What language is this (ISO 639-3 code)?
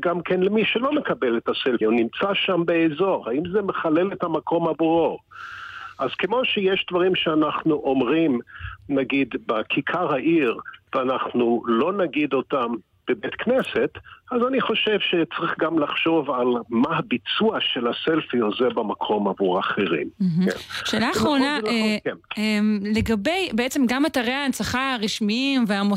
heb